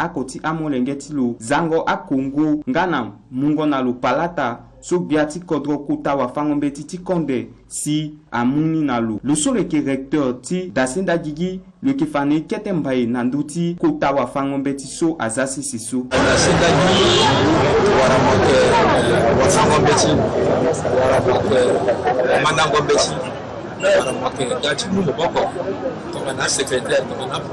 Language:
Sango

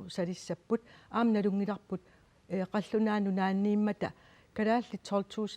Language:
Kalaallisut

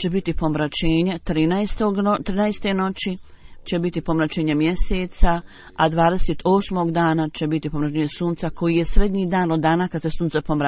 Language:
Bosnian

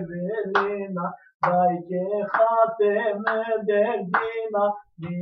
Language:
Zaza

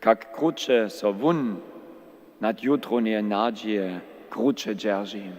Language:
Upper Sorbian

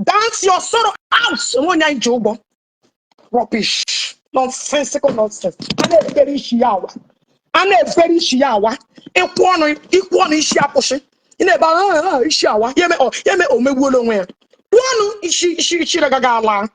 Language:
Igbo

